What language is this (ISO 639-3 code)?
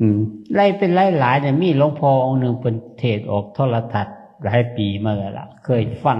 tts